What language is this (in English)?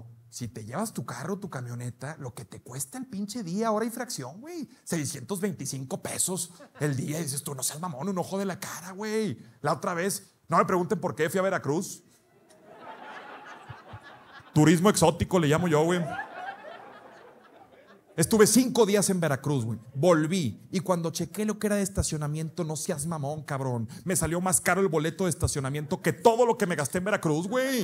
Spanish